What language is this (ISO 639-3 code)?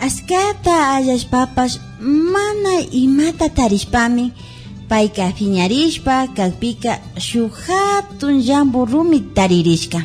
qvi